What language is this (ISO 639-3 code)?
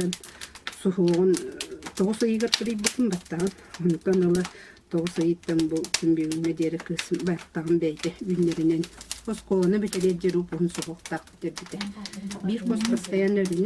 sah